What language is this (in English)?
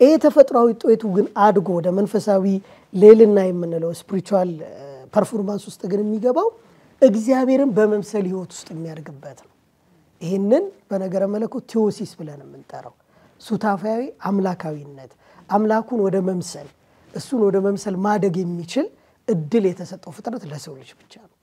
Amharic